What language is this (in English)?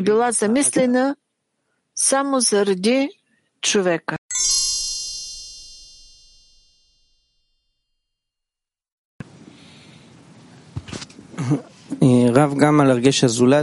Bulgarian